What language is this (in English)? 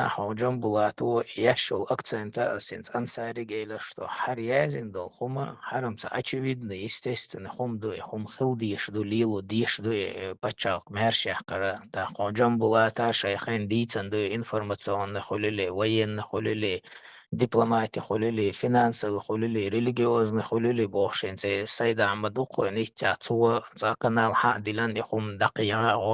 Chechen